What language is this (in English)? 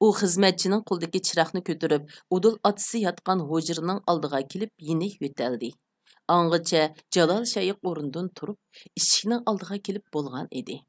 Uyghur